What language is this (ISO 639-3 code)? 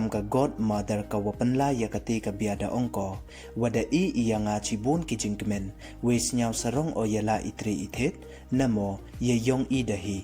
pbv